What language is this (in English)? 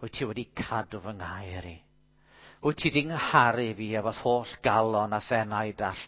Welsh